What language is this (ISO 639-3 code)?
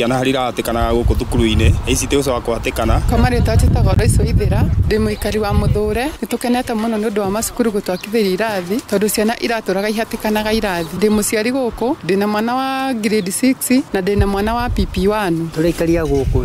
kik